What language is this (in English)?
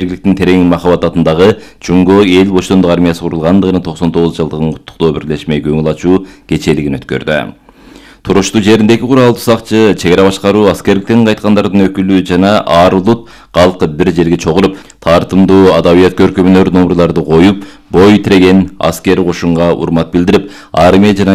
Kyrgyz